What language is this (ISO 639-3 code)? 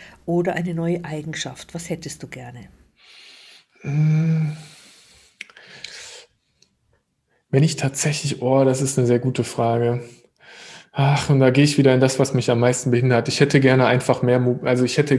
deu